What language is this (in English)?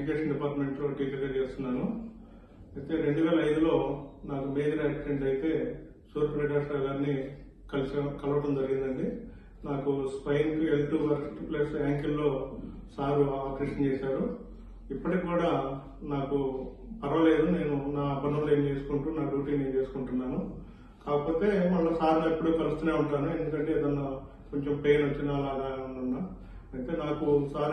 Telugu